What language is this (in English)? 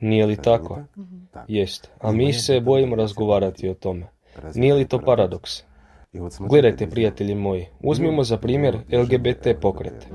Croatian